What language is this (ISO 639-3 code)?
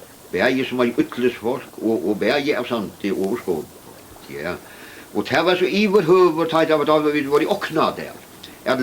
fao